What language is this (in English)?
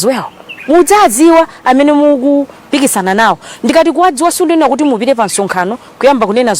Nyanja